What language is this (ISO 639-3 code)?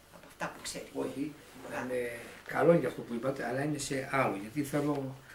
ell